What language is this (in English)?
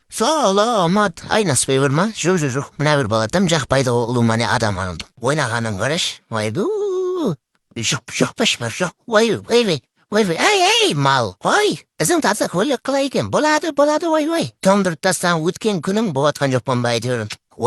Kara-Kalpak